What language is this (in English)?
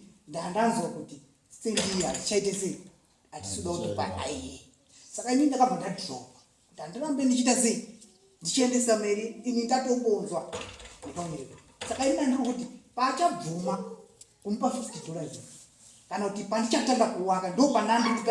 Shona